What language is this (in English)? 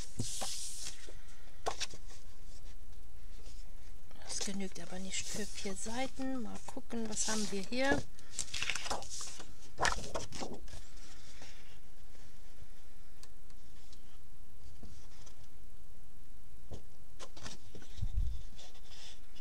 German